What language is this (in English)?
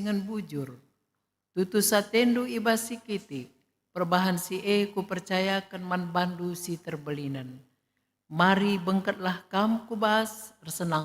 Batak Karo